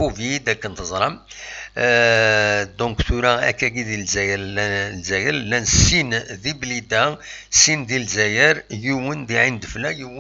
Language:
Kabyle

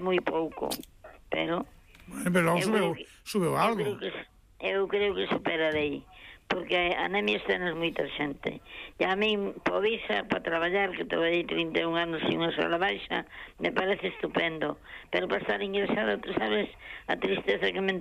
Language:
Galician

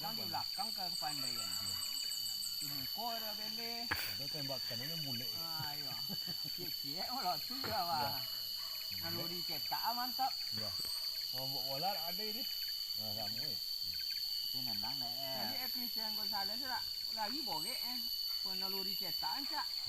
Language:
Minangkabau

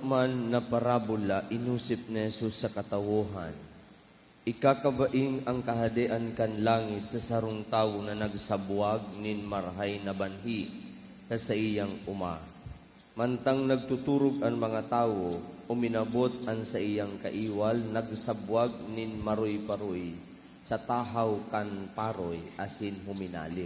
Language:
Bikol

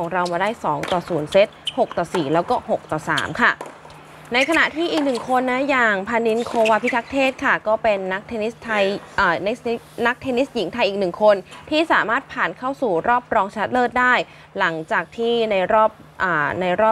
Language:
Thai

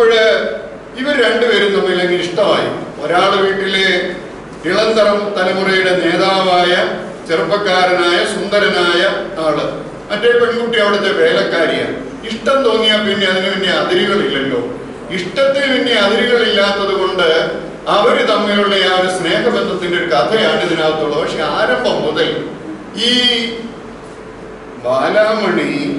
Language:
Malayalam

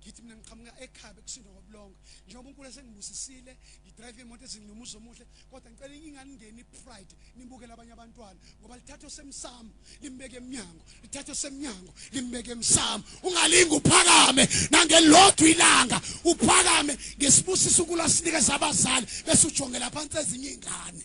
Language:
Zulu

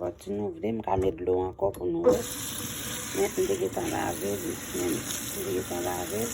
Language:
Haitian Creole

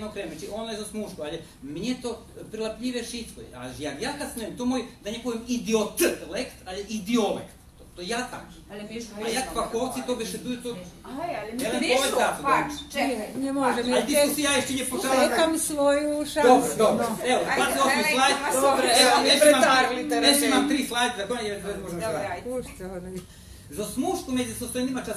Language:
Rusyn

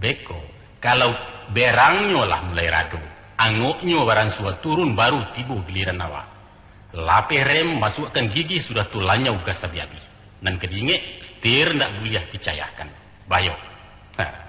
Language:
Minangkabau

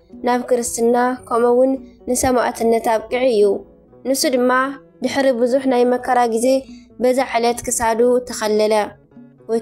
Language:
Tigrinya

